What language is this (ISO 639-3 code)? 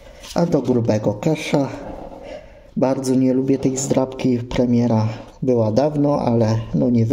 pol